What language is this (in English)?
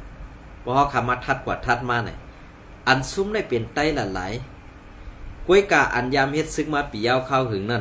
Shan